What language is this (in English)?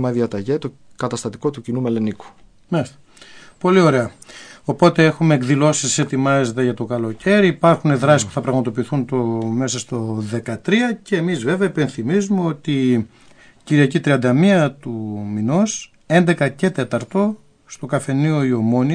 Greek